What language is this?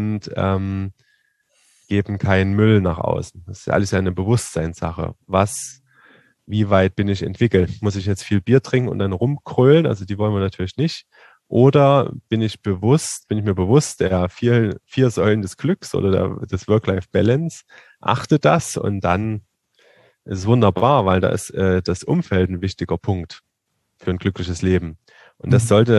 German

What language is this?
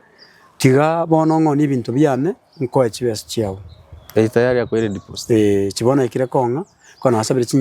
Gusii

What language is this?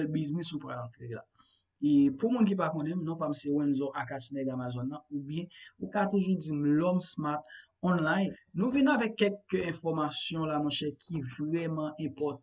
Haitian Creole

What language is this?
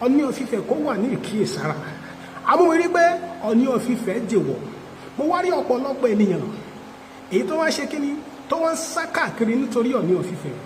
Yoruba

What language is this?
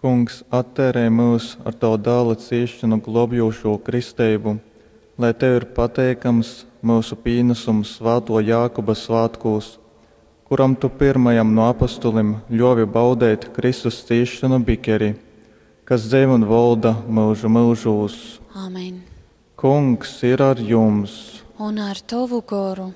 Latgalian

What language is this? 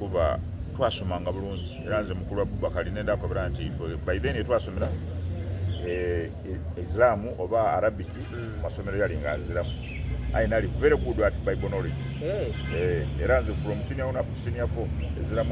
Soga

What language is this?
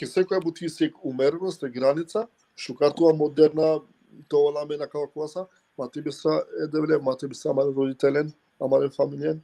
Balkan Romani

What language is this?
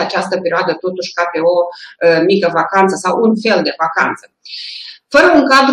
Romanian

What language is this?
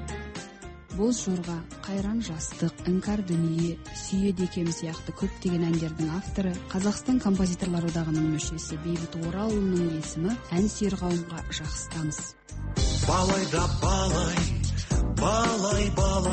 Kazakh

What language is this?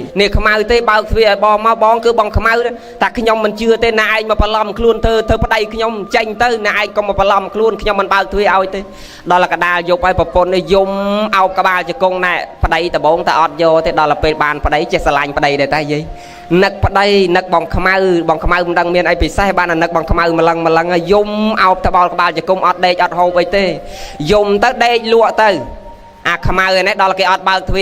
Khmer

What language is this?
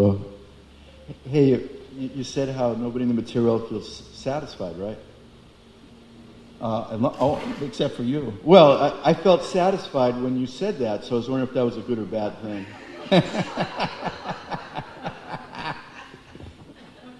English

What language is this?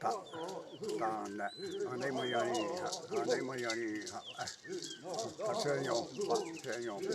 Xavánte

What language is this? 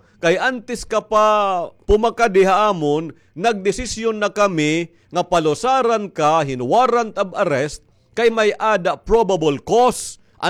Waray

